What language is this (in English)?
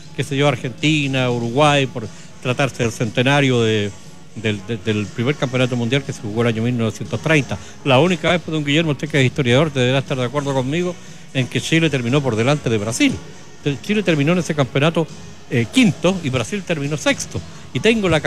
Spanish